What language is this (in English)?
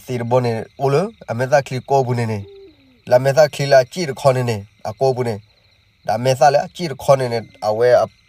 S'gaw Karen